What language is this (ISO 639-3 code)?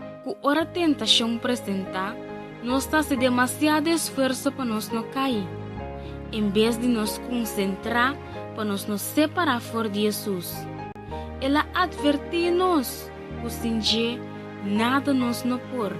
pap